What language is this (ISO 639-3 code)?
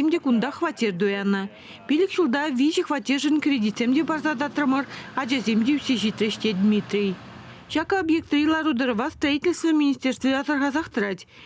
chv